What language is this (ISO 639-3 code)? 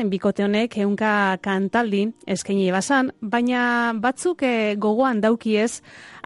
eus